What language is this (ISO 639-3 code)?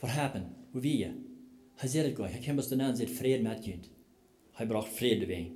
pdt